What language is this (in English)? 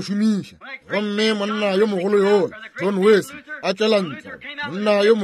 Northern Sotho